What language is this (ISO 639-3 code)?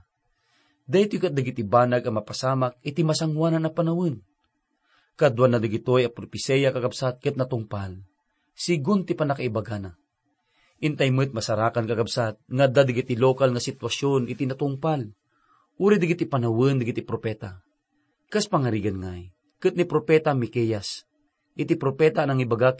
ilo